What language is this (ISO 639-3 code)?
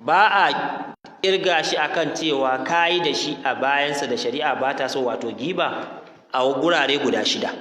hau